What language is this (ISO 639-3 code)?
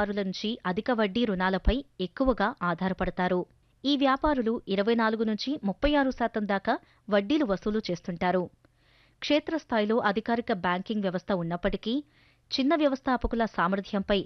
tel